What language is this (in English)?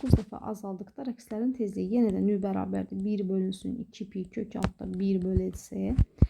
Azerbaijani